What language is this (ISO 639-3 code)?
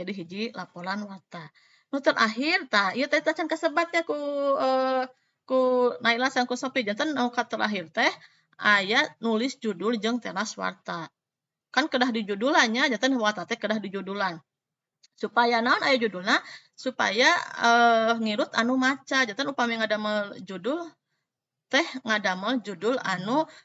sun